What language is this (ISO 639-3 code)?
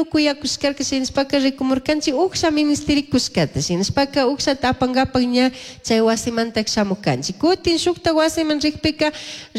qug